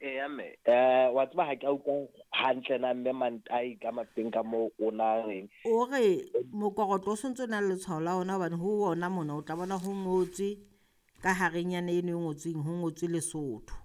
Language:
Southern Sotho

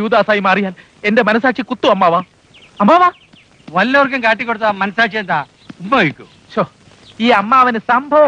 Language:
Malayalam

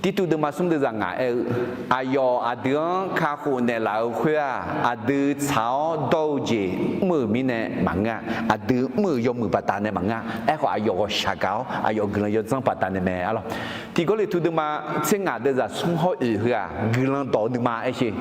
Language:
Akha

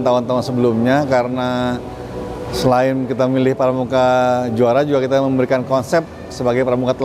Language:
Indonesian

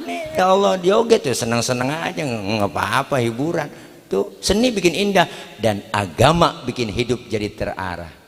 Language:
Betawi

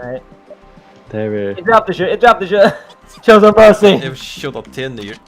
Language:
Faroese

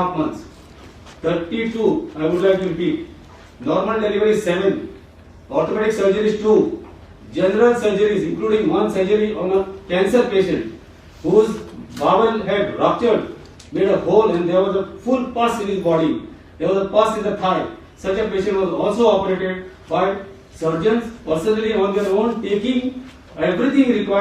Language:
Konkani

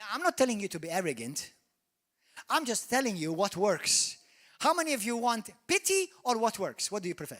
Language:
English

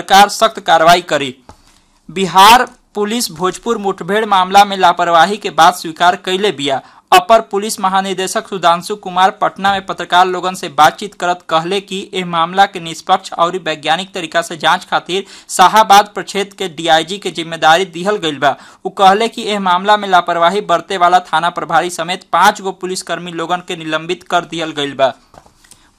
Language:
Bhojpuri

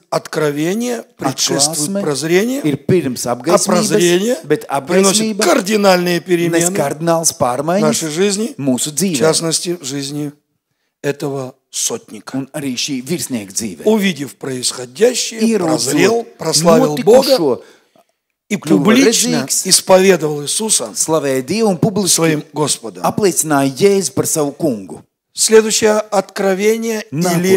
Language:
Russian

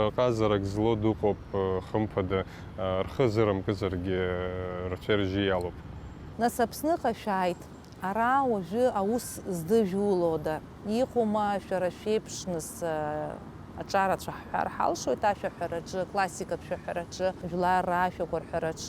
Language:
Abkhazian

